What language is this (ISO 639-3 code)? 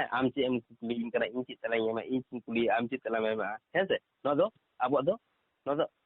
sat